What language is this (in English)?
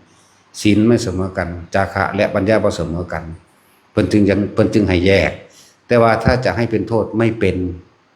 Northeastern Thai